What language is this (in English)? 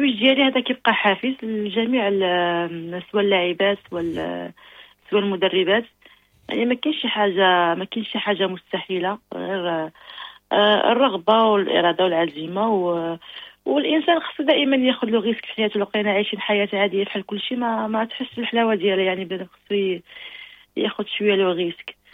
Moroccan Arabic